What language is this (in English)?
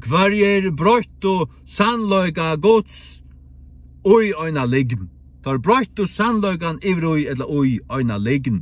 Faroese